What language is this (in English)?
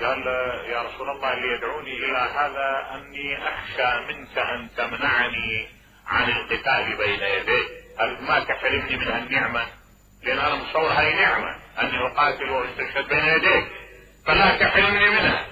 Mesopotamian Arabic